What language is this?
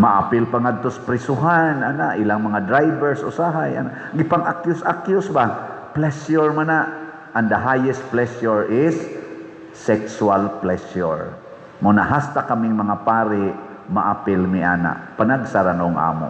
Cebuano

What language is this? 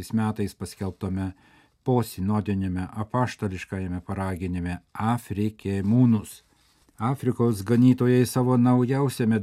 Lithuanian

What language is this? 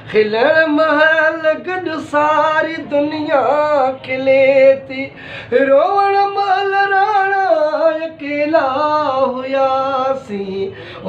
Sindhi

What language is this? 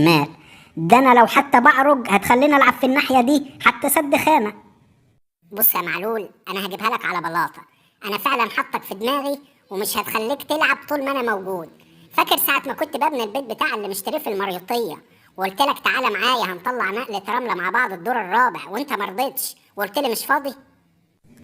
Egyptian Arabic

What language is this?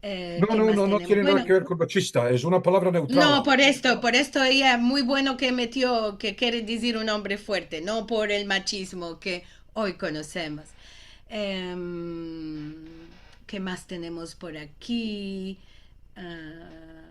Ladino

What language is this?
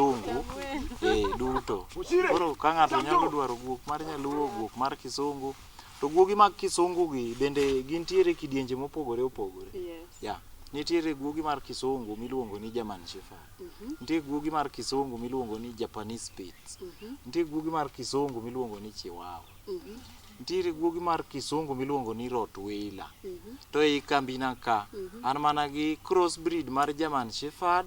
Luo (Kenya and Tanzania)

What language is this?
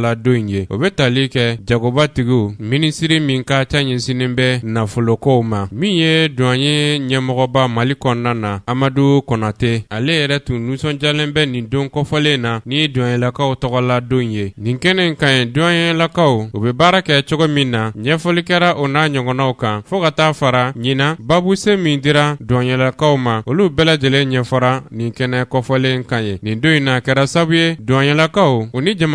Bambara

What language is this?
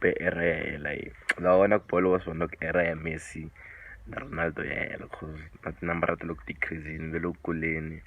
Tsonga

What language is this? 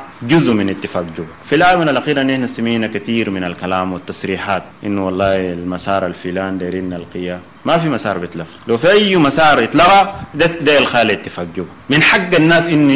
Sudanese Arabic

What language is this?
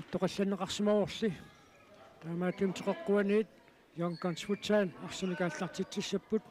Kalaallisut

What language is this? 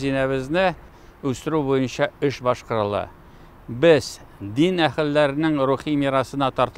Tatar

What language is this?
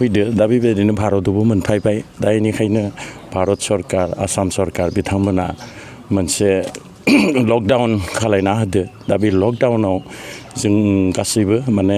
Bodo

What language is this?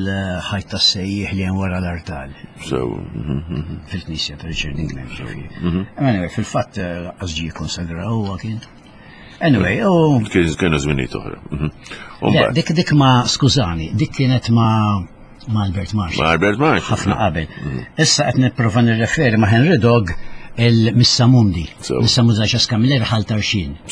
Maltese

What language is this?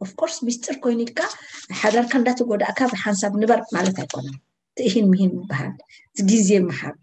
Tigrinya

